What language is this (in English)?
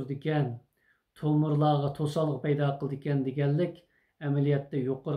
Uyghur